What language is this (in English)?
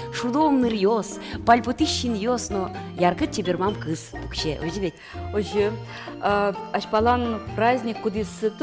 Udmurt